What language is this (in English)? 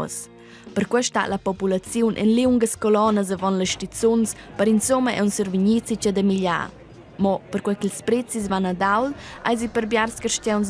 Romansh